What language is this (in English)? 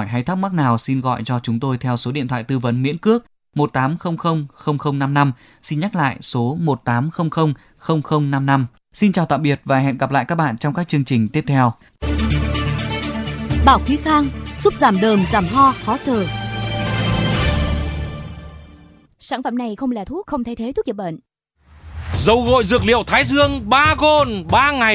Vietnamese